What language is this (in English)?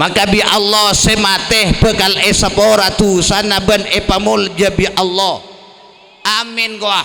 Madurese